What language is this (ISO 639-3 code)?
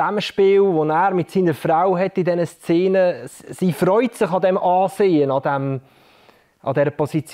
gsw